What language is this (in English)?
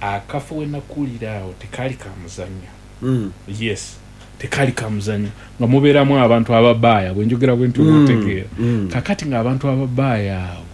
Ganda